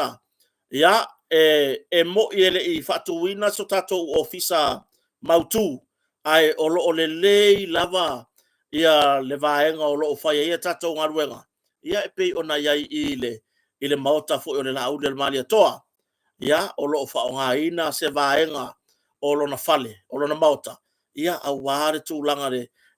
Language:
Samoan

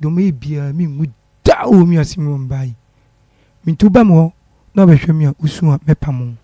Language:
Akan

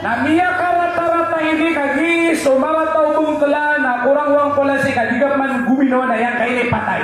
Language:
Maranao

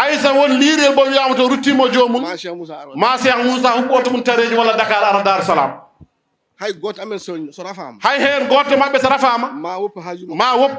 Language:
Fula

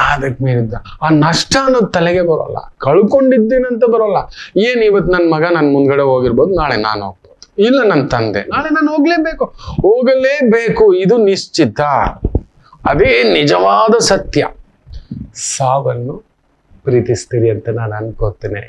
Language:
Kannada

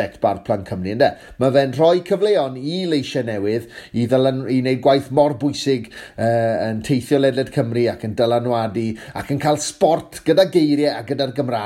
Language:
Welsh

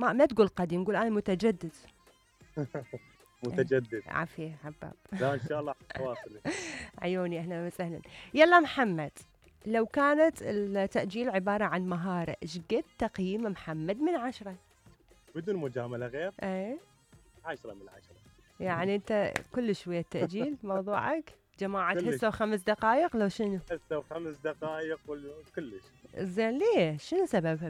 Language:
Mesopotamian Arabic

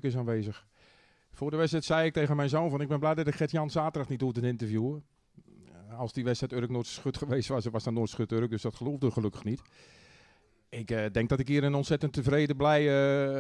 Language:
Dutch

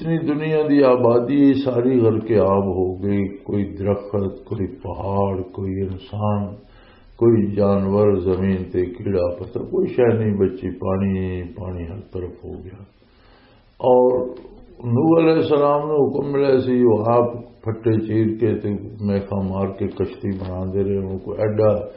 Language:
Western Panjabi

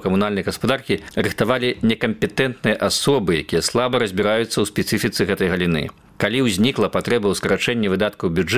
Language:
Belarusian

